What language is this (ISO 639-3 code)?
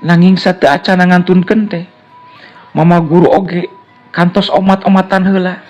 sun